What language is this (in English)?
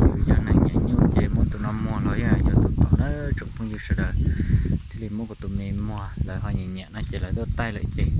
Hmong